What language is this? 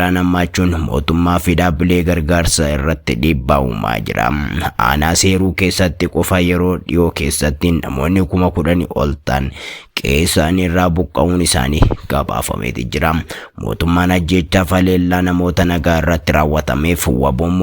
Oromo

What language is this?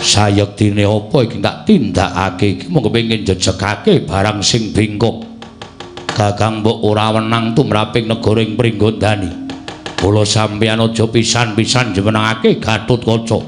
Javanese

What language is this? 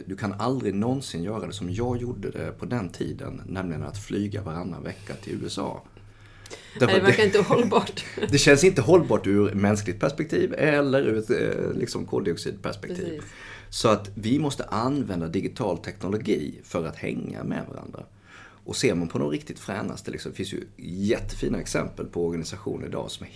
Swedish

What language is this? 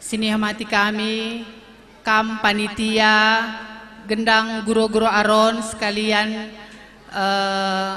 Batak Karo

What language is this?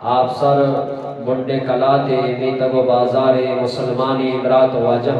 Eastern Balochi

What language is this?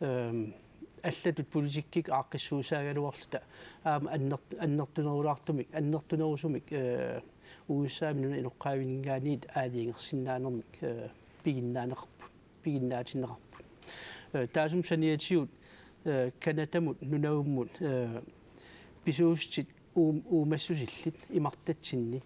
Kalaallisut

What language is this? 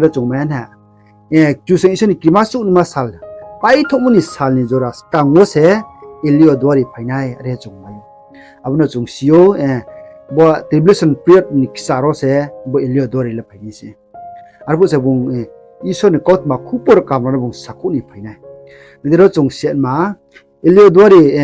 Riang (India)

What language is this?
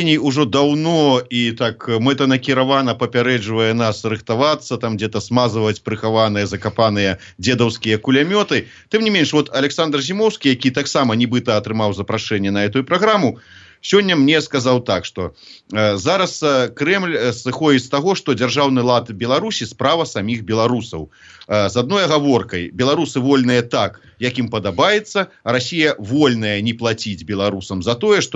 Belarusian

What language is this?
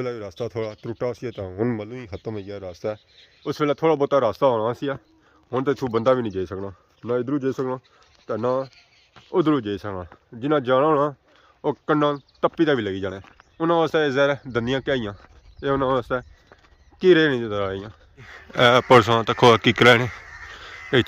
Pahari-Potwari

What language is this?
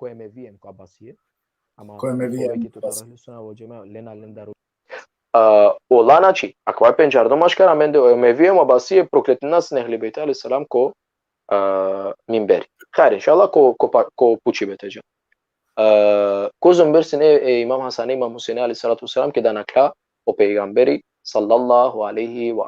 Balkan Romani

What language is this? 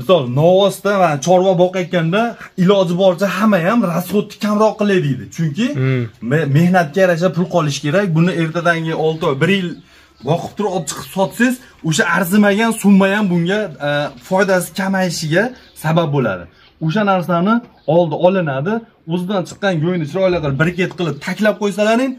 Uzbek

